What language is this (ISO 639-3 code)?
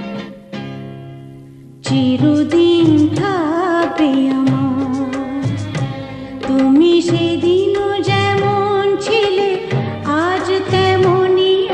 ben